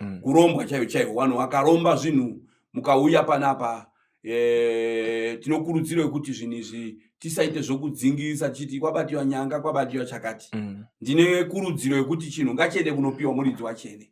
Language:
Shona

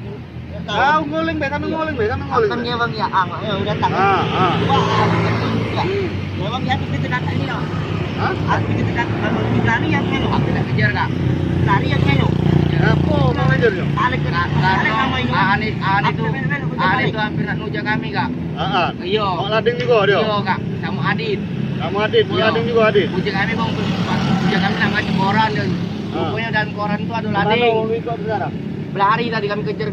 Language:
Musi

